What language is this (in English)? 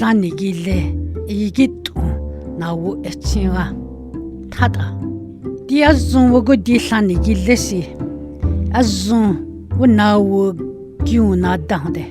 Dogrib